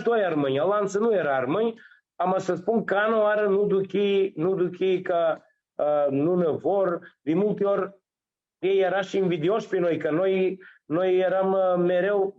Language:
Aromanian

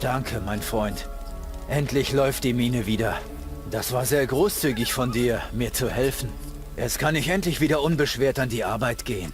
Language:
Bavarian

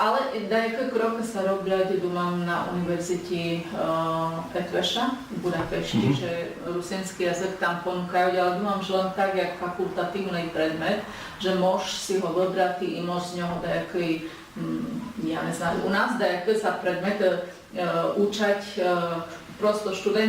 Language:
Rusyn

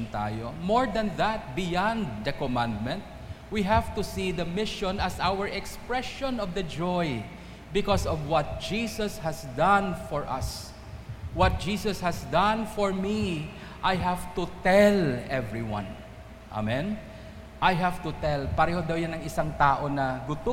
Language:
Filipino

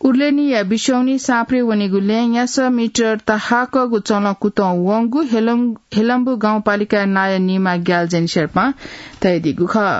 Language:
Newari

